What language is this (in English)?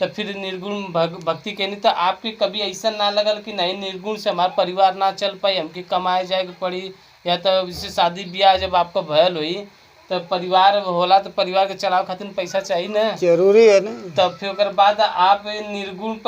Bhojpuri